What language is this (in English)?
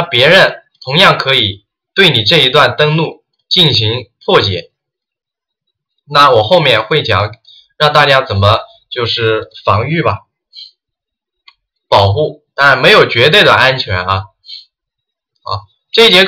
Chinese